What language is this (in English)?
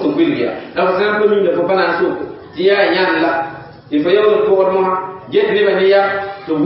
Mossi